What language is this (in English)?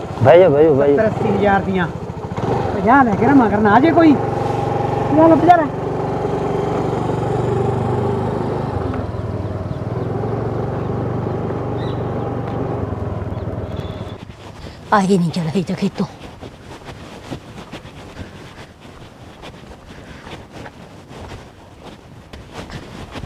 Punjabi